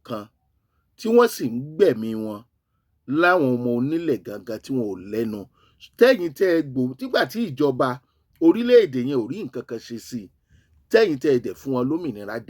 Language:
Yoruba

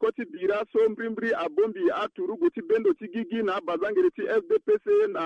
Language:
Sango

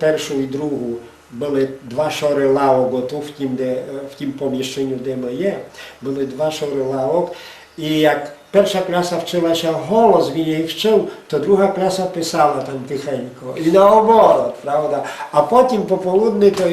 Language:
Rusyn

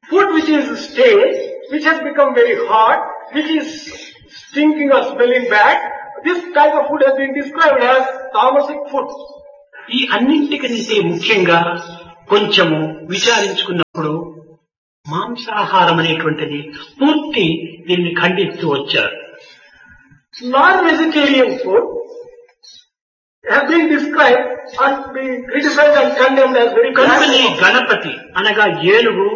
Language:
Telugu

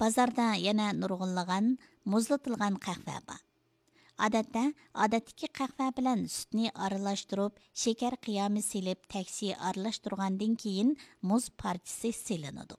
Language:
Uyghur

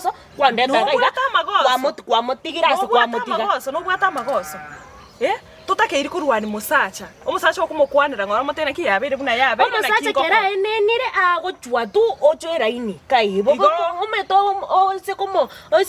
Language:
Gusii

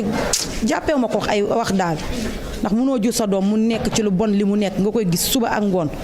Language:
Wolof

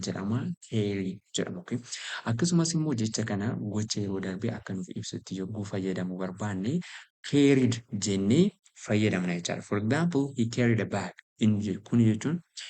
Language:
Oromo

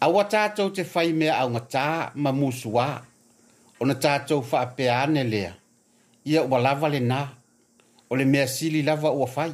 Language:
Samoan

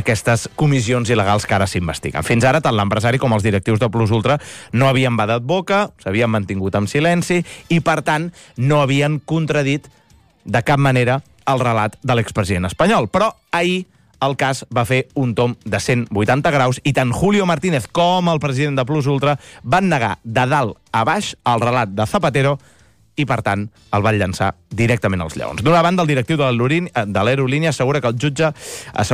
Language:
Catalan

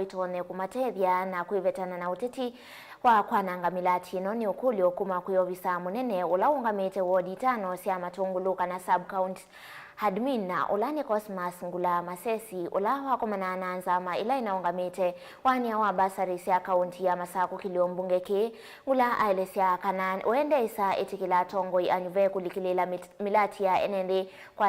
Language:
Kamba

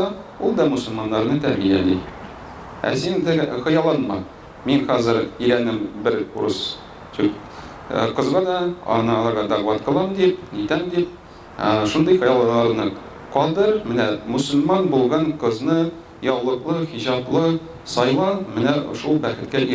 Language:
Tatar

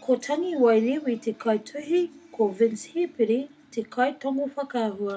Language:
Māori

